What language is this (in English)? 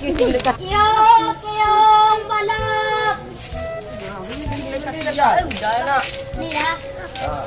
Minangkabau